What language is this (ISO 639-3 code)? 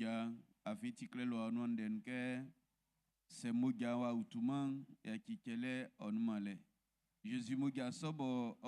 bci